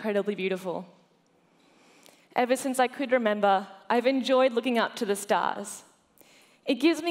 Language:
English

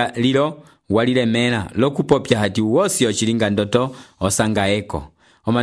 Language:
Umbundu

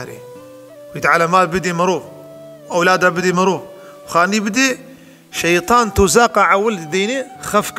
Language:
Kurdish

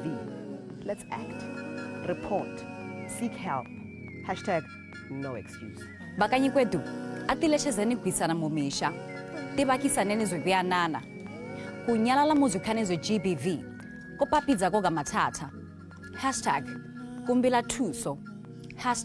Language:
Tswana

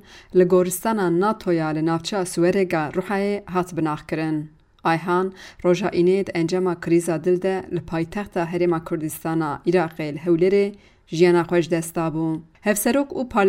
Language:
Kurdish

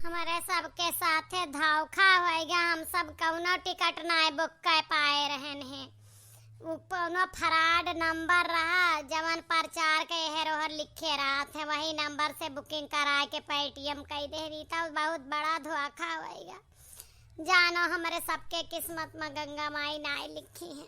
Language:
Awadhi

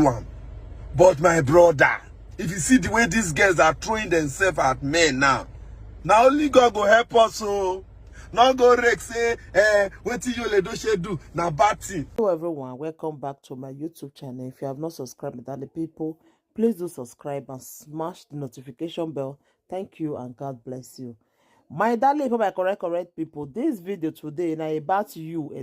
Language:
Nigerian Pidgin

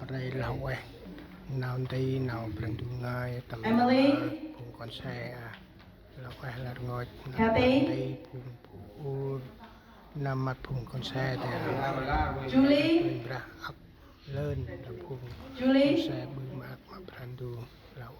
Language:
Central Mnong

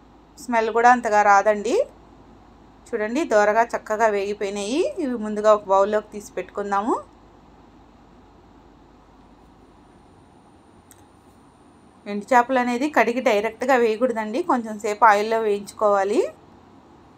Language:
Telugu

